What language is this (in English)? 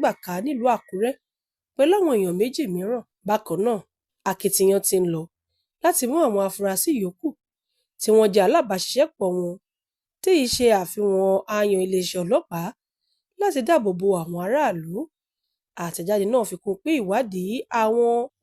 Yoruba